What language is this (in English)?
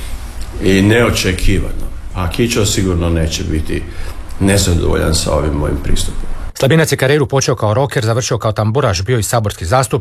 Croatian